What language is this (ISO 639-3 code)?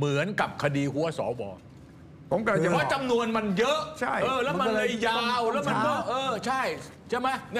tha